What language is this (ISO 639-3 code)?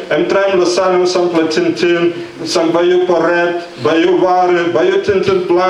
tpi